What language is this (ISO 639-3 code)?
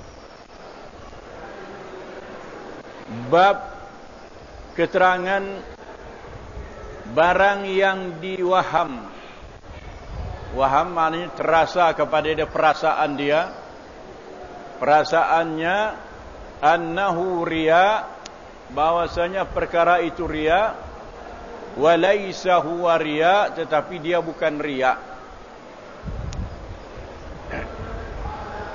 msa